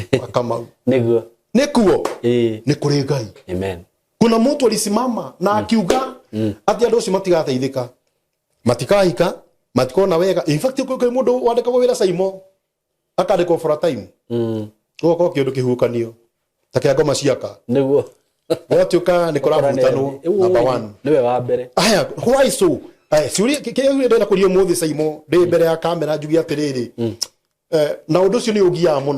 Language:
Kikuyu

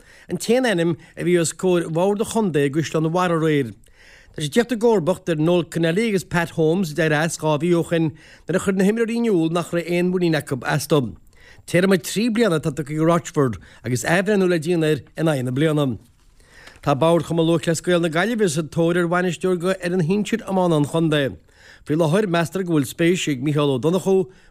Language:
Irish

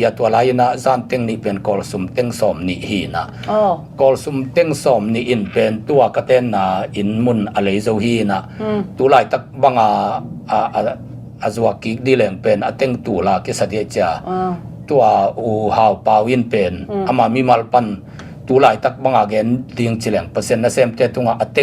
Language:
Tedim Chin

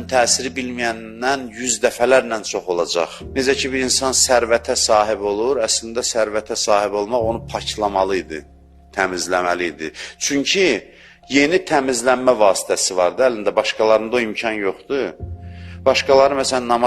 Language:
Azerbaijani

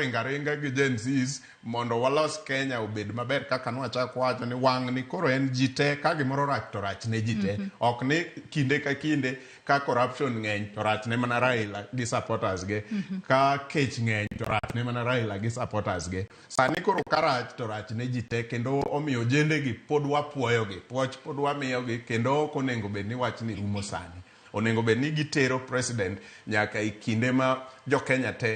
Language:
Luo (Kenya and Tanzania)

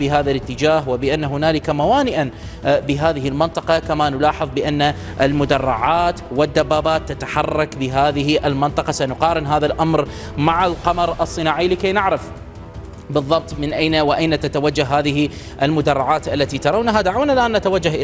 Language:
Arabic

